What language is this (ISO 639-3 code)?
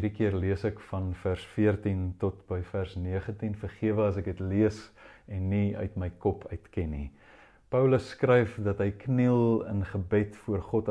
afr